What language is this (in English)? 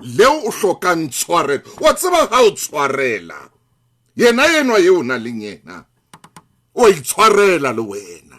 Southern Sotho